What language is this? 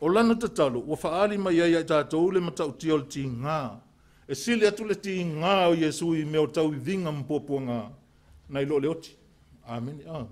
Samoan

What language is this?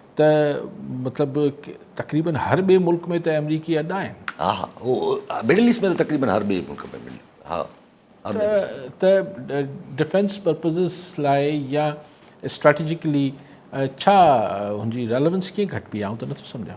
Sindhi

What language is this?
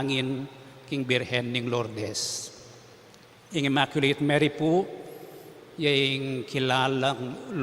Pampanga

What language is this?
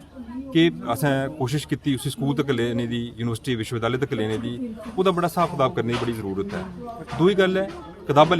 Dogri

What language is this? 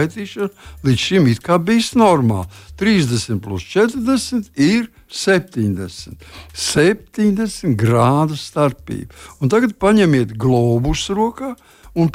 Latvian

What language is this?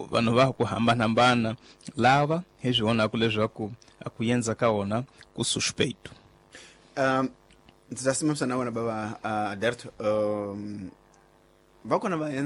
Tsonga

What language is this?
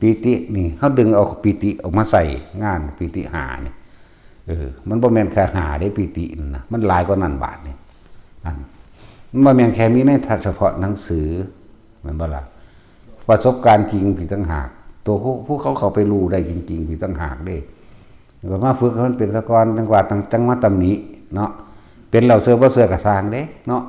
Northeastern Thai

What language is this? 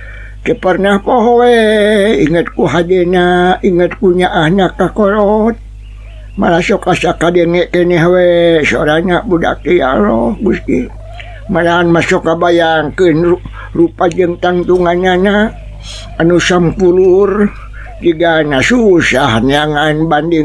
Sundanese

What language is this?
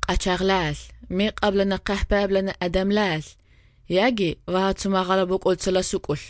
Georgian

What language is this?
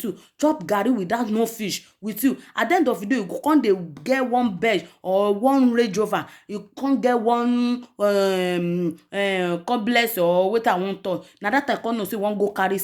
Nigerian Pidgin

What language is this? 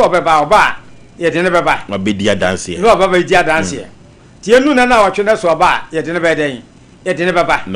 Akan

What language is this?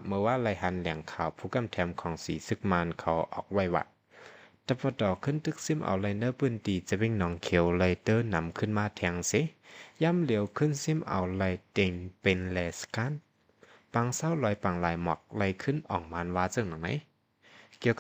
Shan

